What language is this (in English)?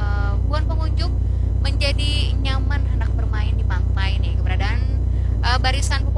Banjar